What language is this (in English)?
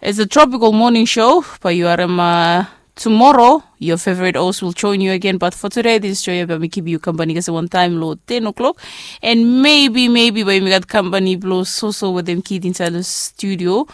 Bislama